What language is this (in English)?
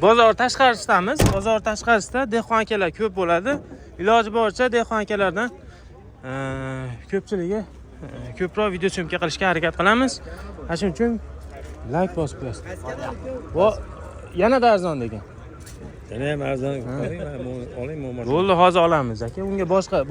Uzbek